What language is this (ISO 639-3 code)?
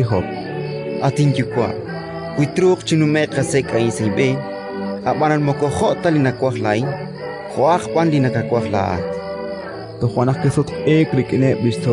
kek